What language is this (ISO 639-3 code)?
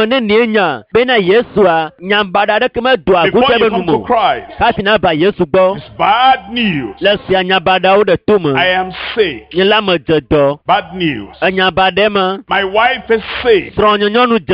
ewe